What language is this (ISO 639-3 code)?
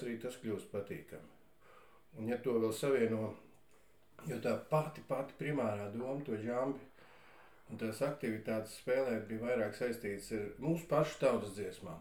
lav